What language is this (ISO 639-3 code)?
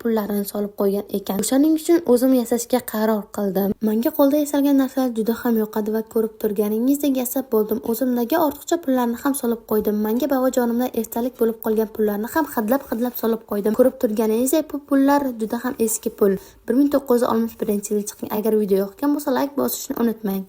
uzb